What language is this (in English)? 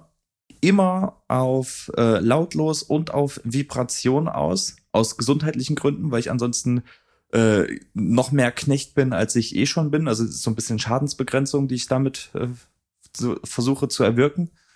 German